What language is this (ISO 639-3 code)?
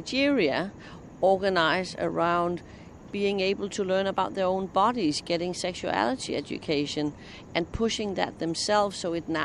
eng